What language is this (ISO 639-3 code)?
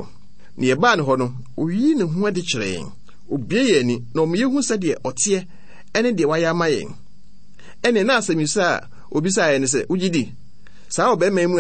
aka